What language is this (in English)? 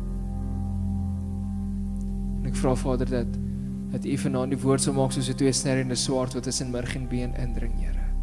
Afrikaans